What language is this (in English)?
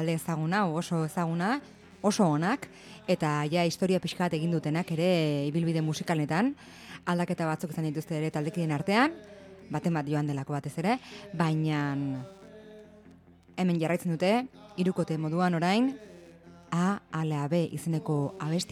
Basque